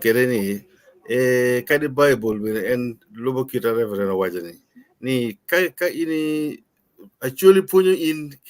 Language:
Acoli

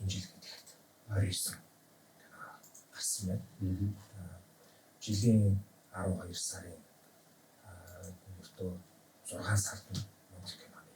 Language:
Mongolian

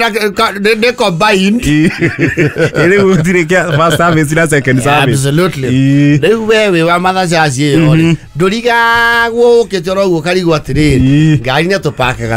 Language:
Kikuyu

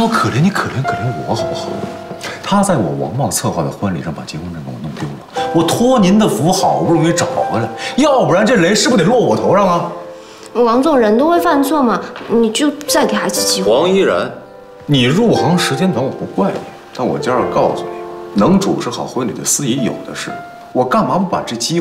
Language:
Chinese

